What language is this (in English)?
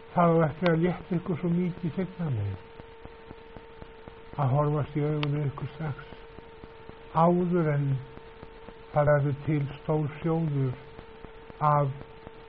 Icelandic